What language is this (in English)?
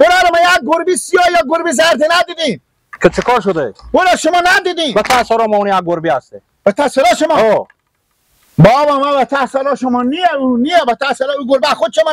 Hazaragi